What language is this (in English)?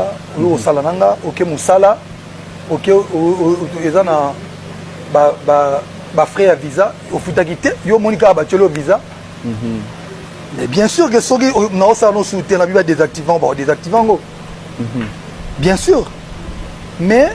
Lingala